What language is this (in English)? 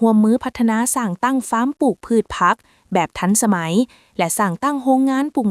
Lao